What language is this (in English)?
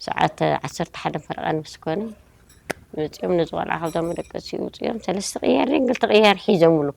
Tigrinya